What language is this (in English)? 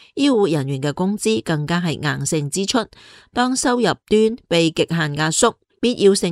Cantonese